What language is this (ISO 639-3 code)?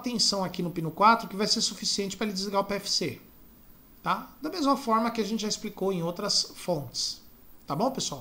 por